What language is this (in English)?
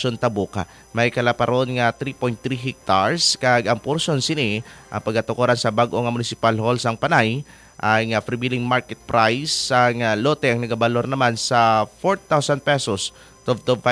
Hiligaynon